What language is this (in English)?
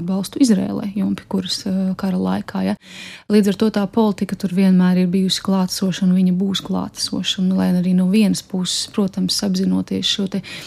Latvian